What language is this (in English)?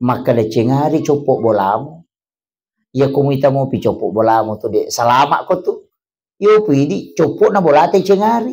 Buginese